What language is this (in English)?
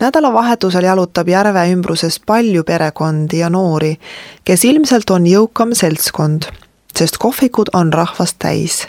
Estonian